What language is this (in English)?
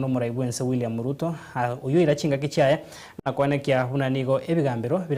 Gusii